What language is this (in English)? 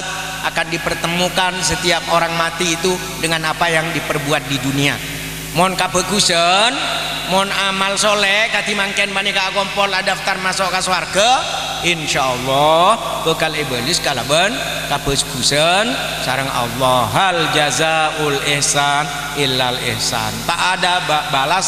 Madurese